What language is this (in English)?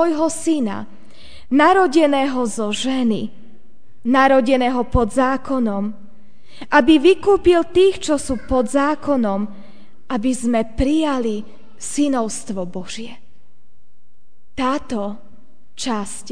Slovak